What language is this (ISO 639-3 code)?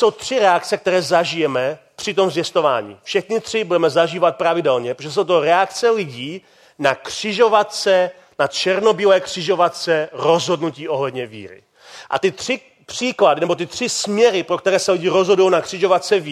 ces